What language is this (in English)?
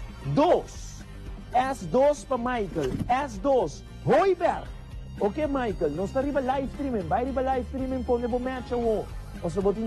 Papiamento